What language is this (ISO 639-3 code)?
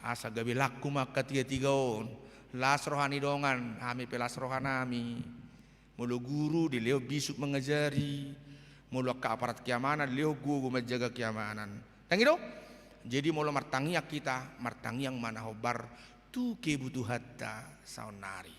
bbc